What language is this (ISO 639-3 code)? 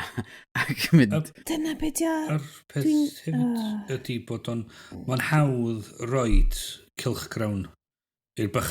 cym